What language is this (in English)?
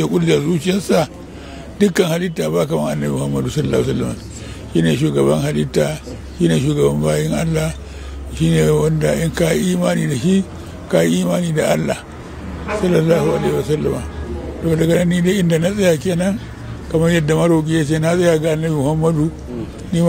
Hausa